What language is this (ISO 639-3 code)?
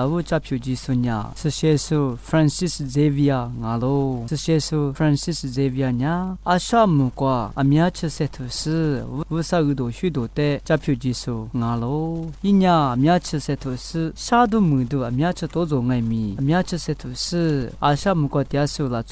lis